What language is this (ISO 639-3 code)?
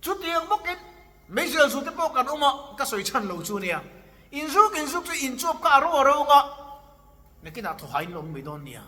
lus